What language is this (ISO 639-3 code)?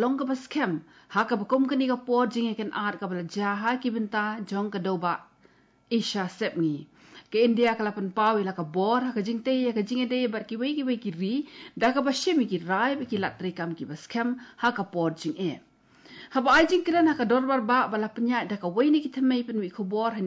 kha